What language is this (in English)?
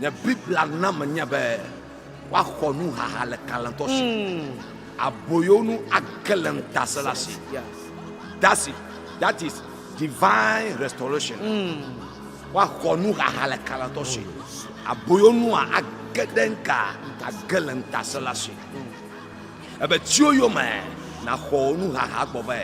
Ewe